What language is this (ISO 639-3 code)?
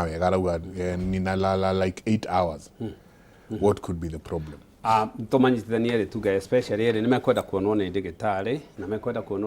kik